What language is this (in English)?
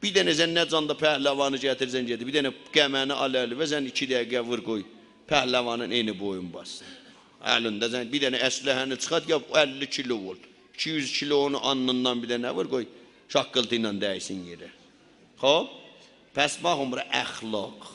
South Azerbaijani